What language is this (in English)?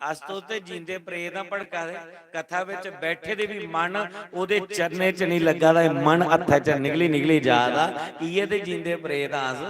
Dogri